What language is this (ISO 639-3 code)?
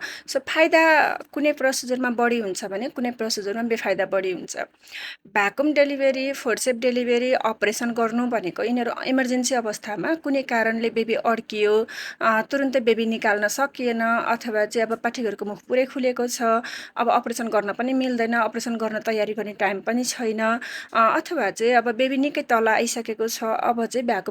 nep